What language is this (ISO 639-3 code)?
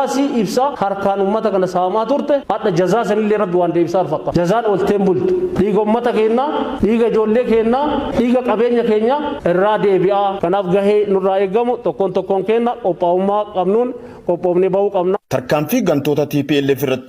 orm